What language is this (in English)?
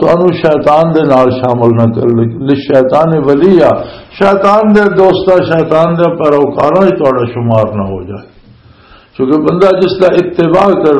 Western Panjabi